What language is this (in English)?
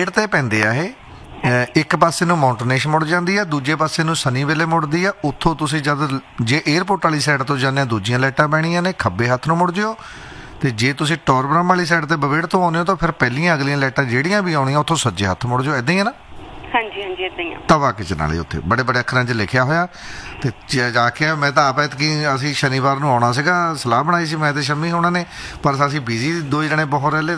Punjabi